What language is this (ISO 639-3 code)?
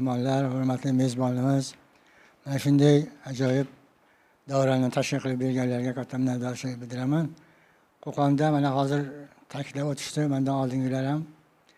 uzb